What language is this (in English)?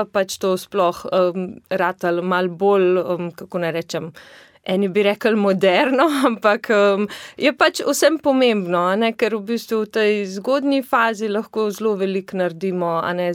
Slovenian